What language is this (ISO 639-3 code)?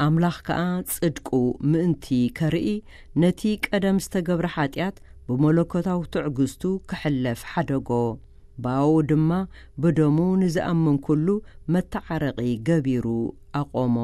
tir